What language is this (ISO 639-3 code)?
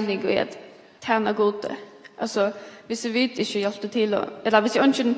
fao